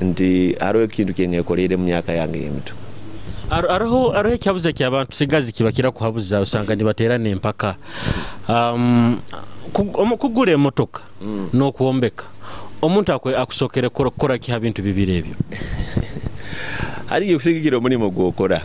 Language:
Nyoro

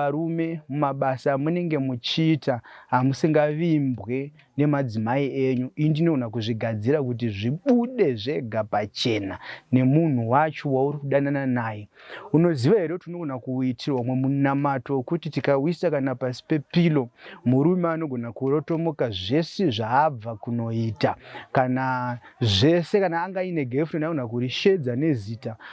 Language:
Shona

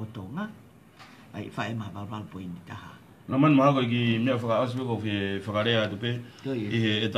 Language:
Tongan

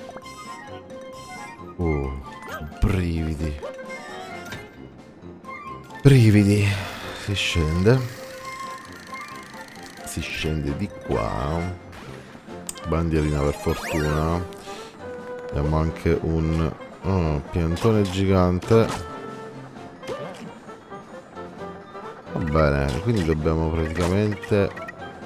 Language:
Italian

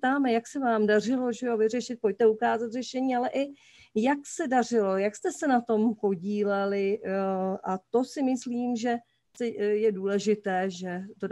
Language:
Czech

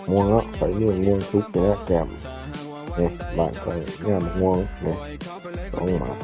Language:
Lao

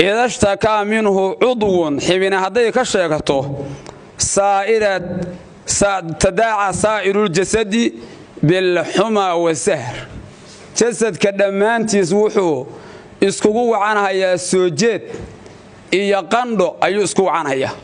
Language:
Somali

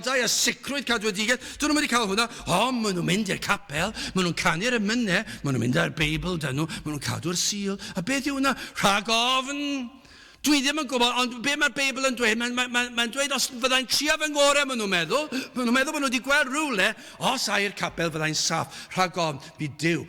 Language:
Welsh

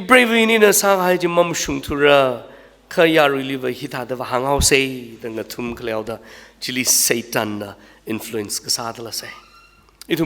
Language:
Tangkhul Naga (India)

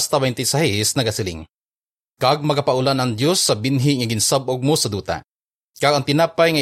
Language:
Hiligaynon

